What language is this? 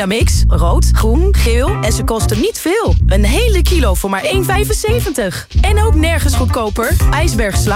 Dutch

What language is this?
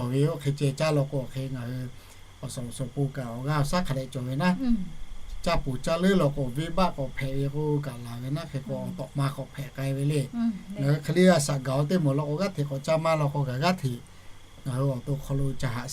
Lahu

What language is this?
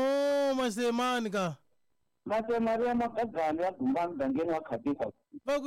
Tsonga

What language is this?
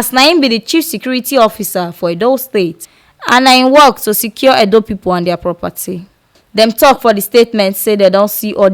Nigerian Pidgin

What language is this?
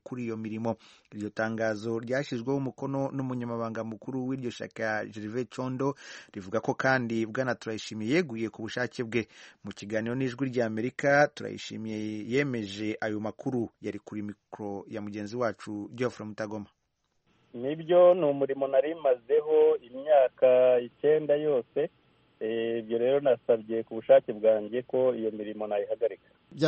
Kinyarwanda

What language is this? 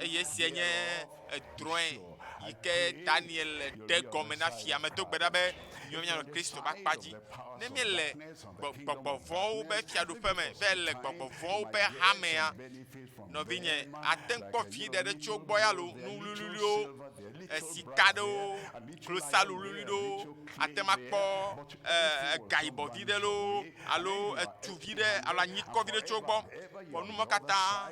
Ewe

